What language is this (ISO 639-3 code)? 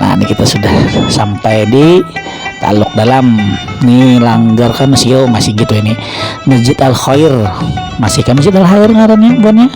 bjn